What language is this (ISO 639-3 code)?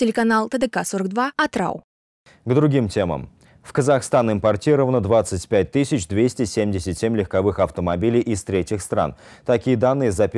rus